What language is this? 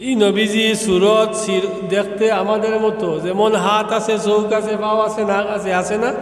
Sylheti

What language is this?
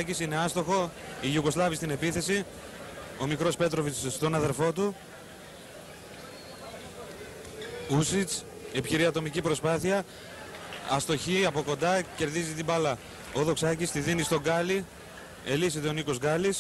Greek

